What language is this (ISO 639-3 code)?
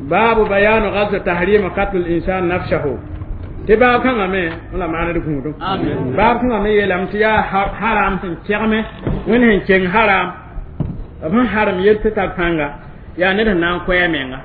mos